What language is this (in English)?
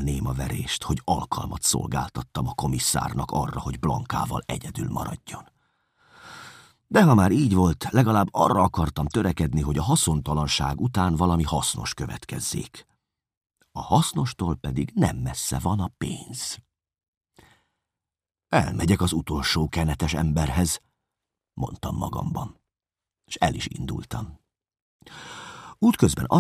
Hungarian